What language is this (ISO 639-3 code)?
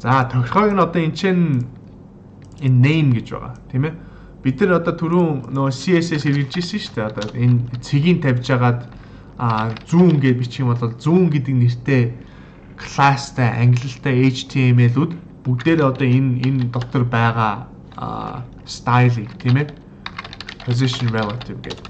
mon